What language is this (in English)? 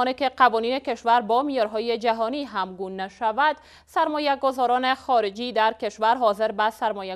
Persian